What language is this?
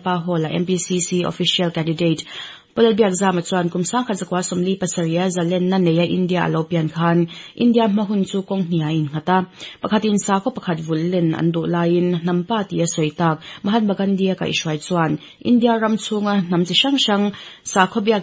Mizo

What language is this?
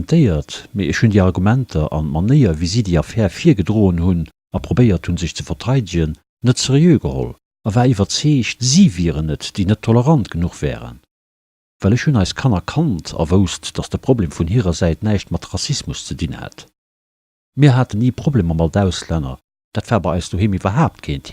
Luxembourgish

